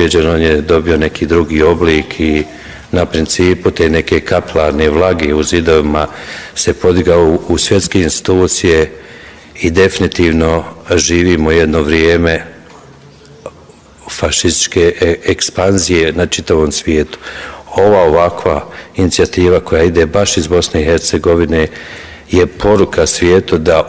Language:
Bosnian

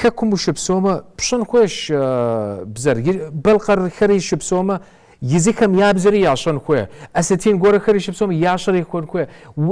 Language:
Kabardian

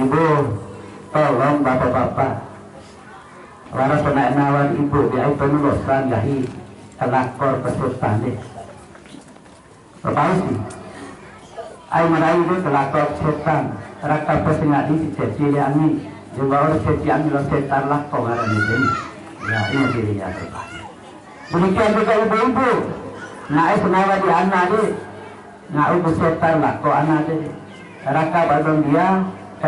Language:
Indonesian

